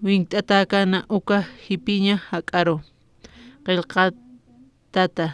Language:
Aymara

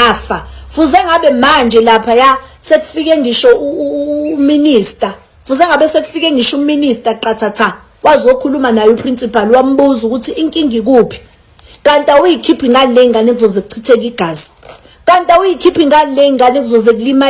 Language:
Zulu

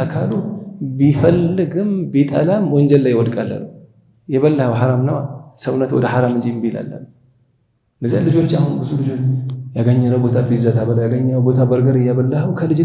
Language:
Amharic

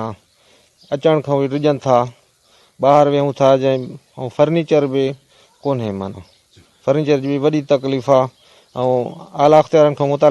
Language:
Sindhi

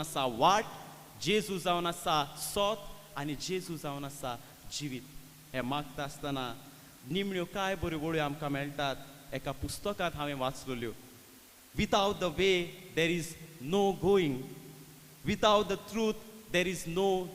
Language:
Konkani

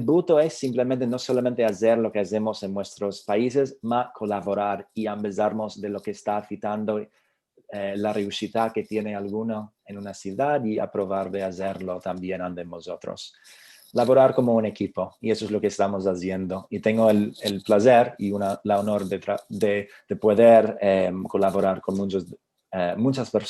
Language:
Ladino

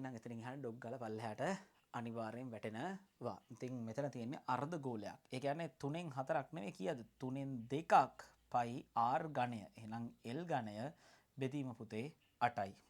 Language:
Sinhala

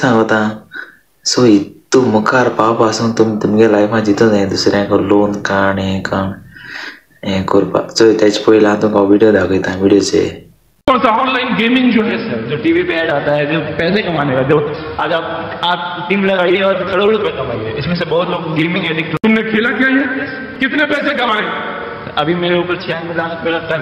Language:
Konkani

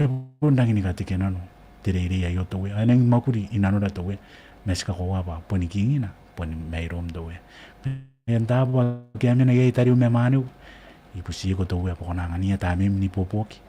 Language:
Gilbertese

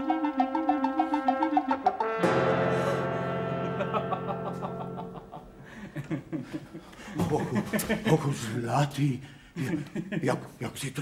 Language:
Czech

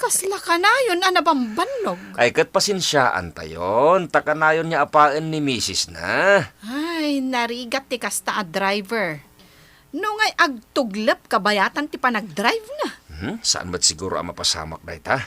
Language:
Iloko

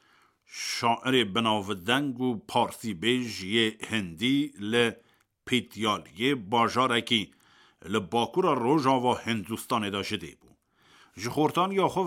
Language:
Kurdish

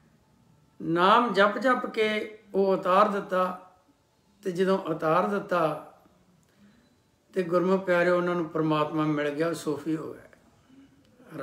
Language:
Punjabi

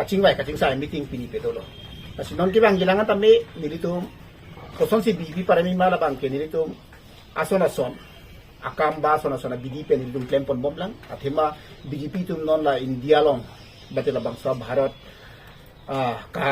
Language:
Karbi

